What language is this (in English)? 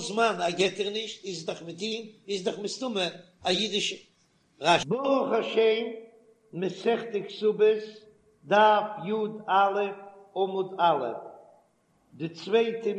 Yiddish